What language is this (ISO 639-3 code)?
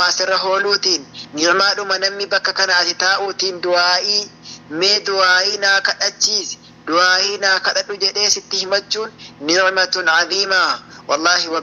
orm